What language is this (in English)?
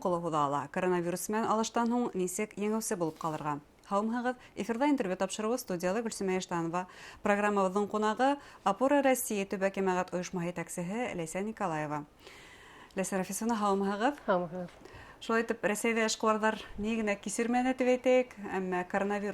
Bashkir